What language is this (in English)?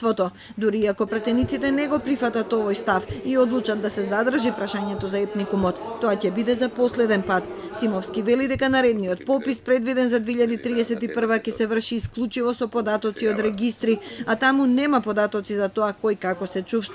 Macedonian